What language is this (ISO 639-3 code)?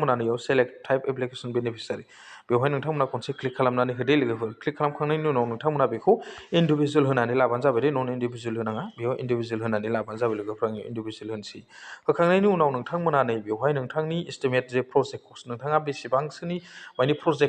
brx